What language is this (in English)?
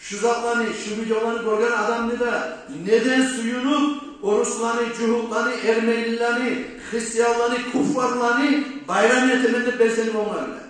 Kumyk